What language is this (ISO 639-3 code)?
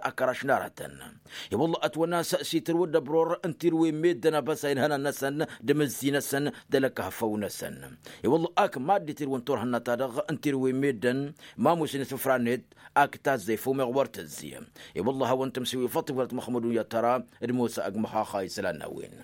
taq